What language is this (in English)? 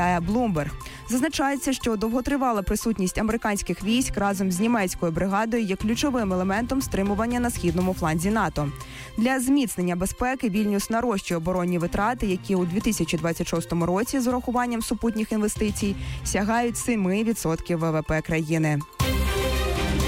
Ukrainian